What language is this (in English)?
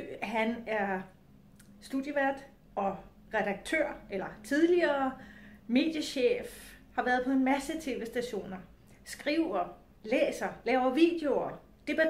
Danish